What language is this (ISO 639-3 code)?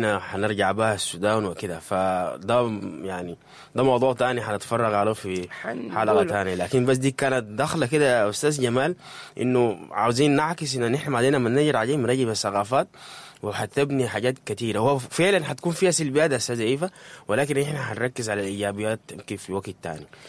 apd